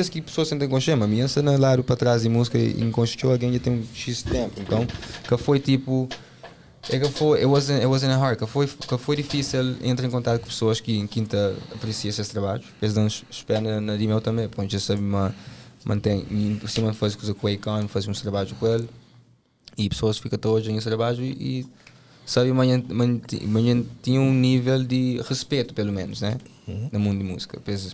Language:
Kabuverdianu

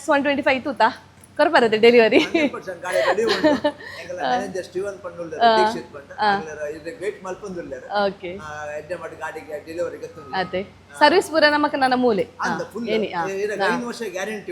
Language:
Tulu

